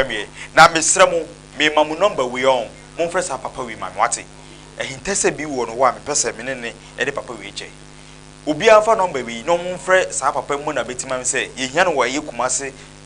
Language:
Akan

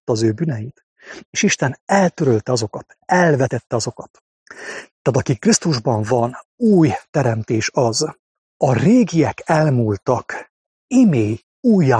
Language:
Hungarian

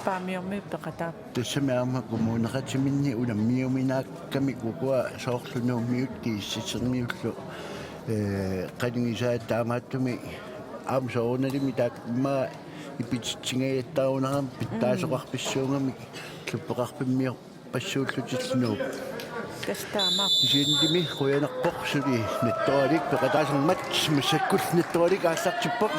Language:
Kalaallisut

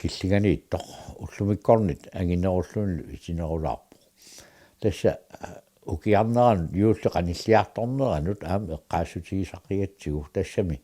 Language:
Kalaallisut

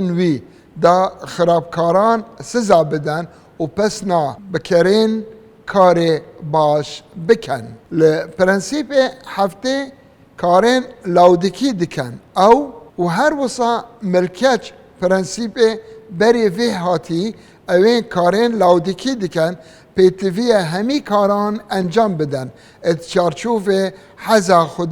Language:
Kurdish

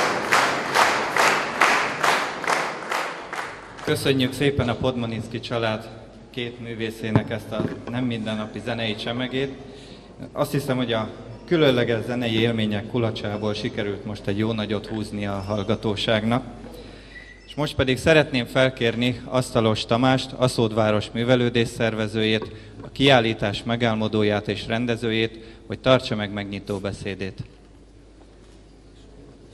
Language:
Hungarian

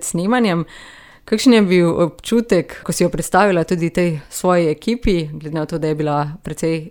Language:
Slovenian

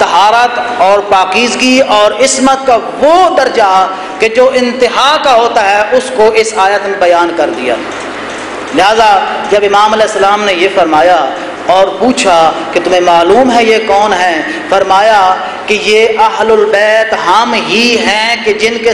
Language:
Urdu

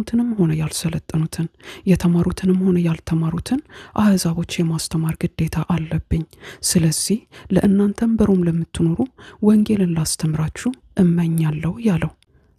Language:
Amharic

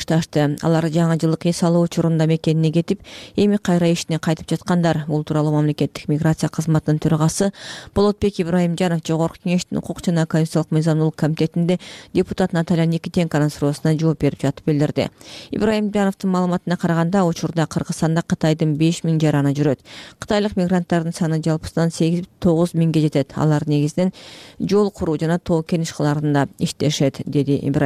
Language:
Kyrgyz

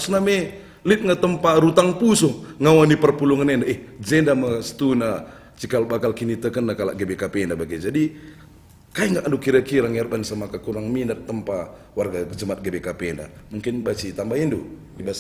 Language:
Batak Karo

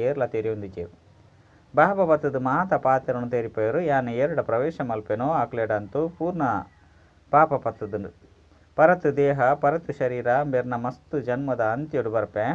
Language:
Tulu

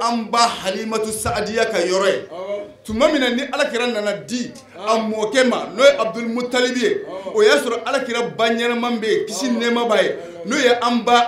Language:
Bambara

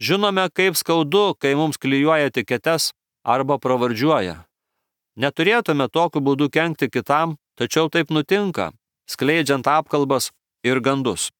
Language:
Lithuanian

